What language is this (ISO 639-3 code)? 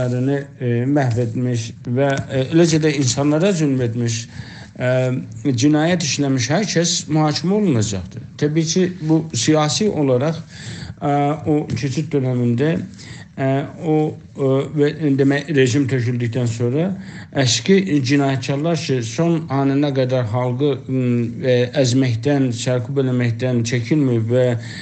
azb